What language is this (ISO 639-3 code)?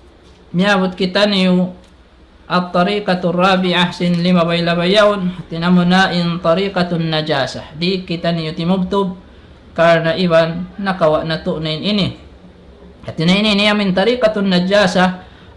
tsg